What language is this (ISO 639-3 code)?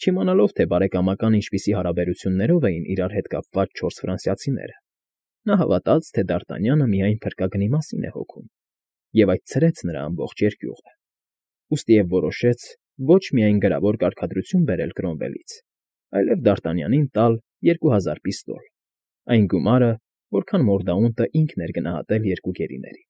hye